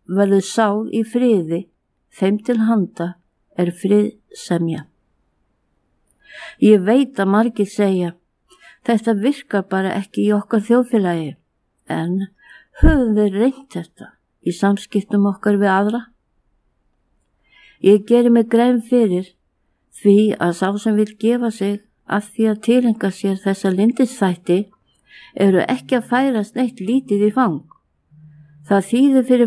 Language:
Icelandic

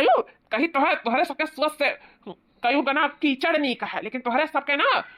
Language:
Awadhi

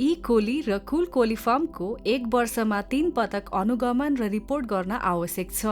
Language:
Nepali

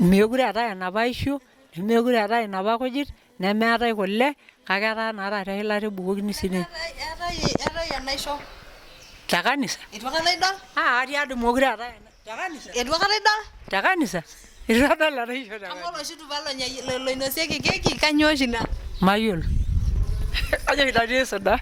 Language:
Masai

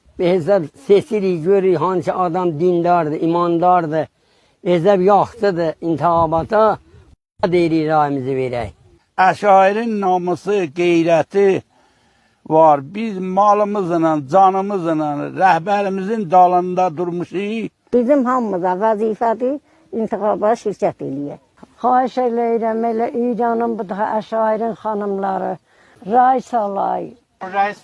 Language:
South Azerbaijani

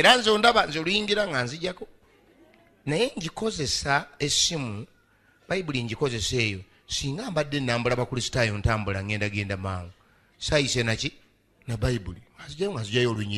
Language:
Ganda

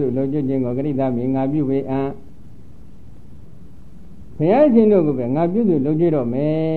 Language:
Burmese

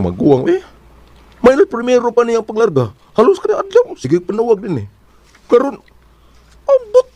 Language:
Cebuano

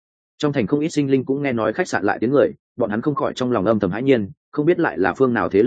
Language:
Vietnamese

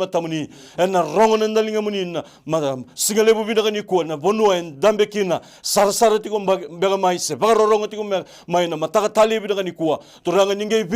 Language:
Fijian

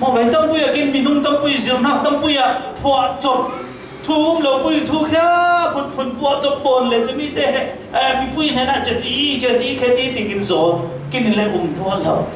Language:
Falam Chin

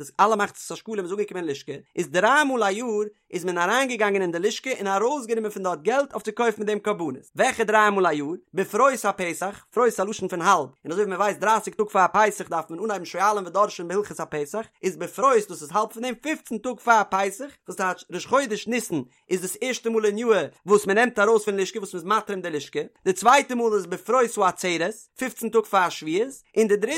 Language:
Yiddish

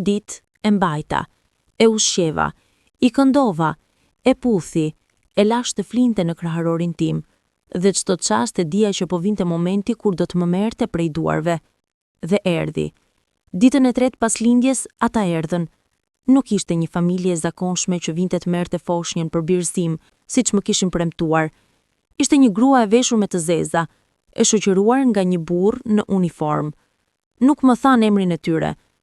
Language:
Albanian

